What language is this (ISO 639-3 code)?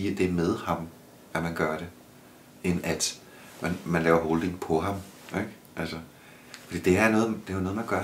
dan